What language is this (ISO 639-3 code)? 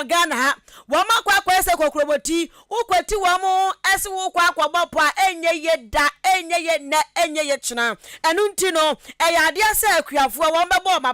aka